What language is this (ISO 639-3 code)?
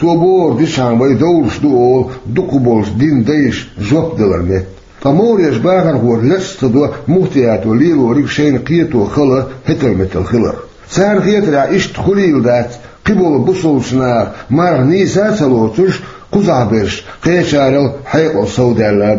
che